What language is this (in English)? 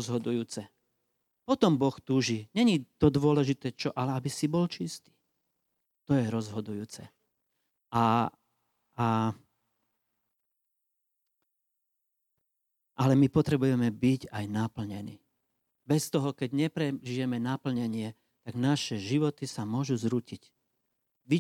Slovak